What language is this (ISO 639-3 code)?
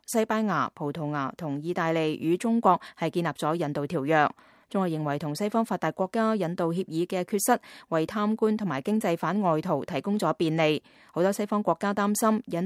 yue